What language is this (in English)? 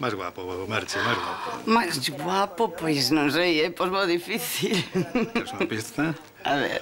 Galician